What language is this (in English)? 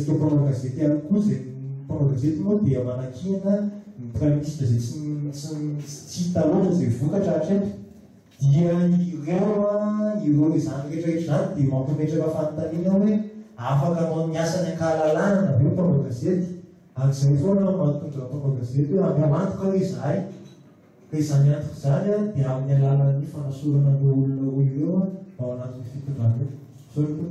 Malagasy